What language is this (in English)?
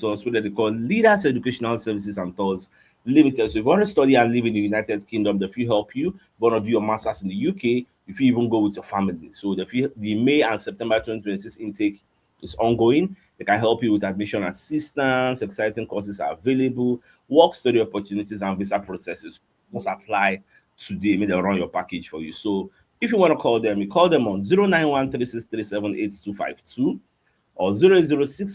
Nigerian Pidgin